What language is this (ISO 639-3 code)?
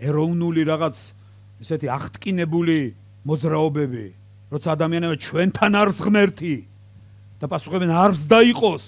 kat